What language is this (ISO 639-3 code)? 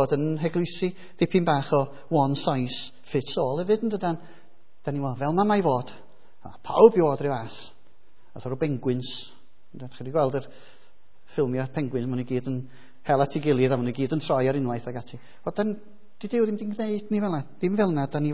cym